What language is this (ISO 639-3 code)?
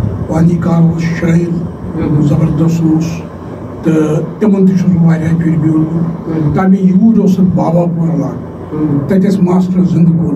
kas